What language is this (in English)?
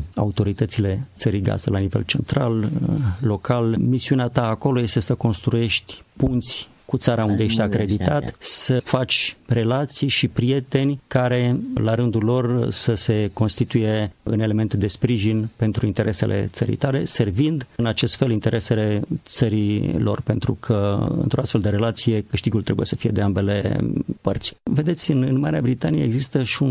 Romanian